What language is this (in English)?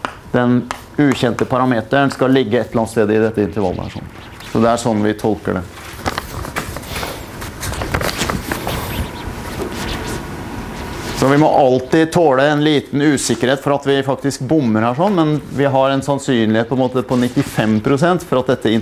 Norwegian